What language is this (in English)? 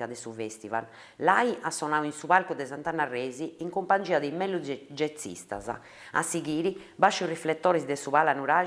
Sardinian